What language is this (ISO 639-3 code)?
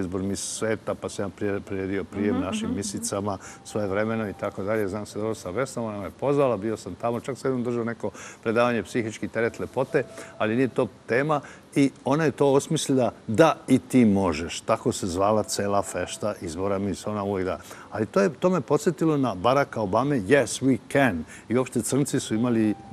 srp